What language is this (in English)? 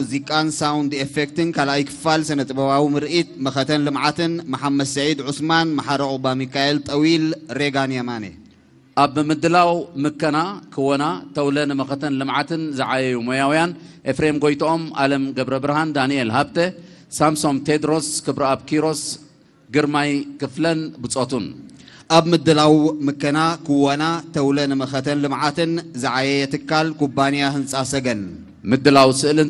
Tigrinya